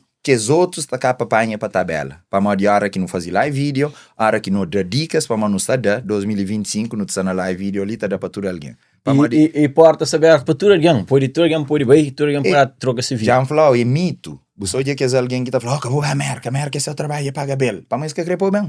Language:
Kabuverdianu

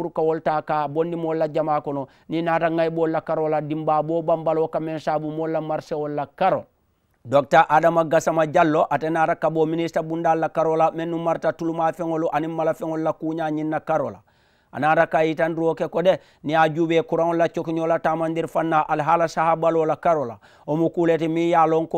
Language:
Mandingo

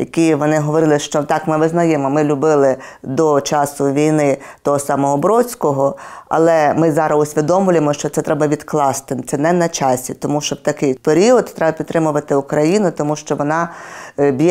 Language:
Ukrainian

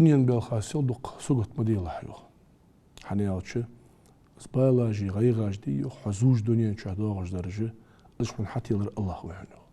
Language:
Ingush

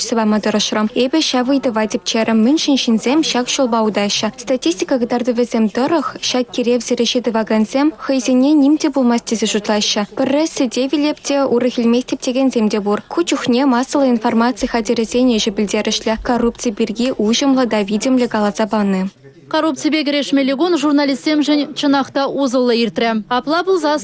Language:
Chuvash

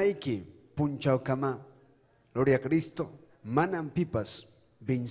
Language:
Ayacucho Quechua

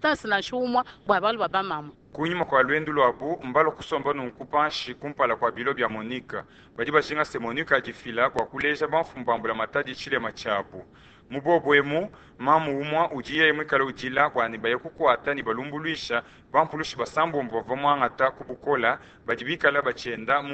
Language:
Luba-Lulua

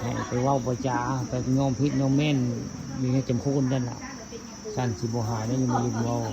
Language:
Northeastern Thai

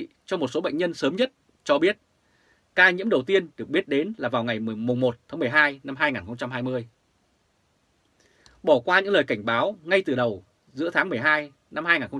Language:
Vietnamese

